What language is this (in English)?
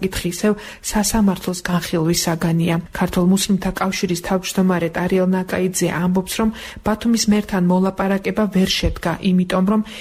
Georgian